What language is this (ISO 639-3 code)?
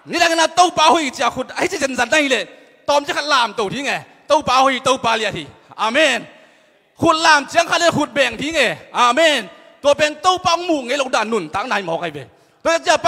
ctd